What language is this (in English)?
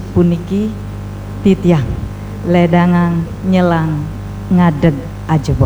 Balinese